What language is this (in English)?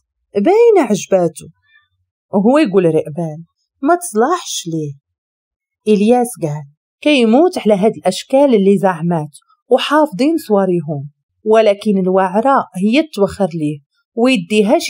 Moroccan Arabic